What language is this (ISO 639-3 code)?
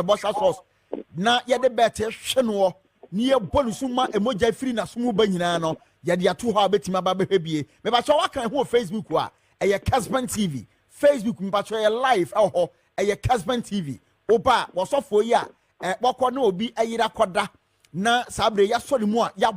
aka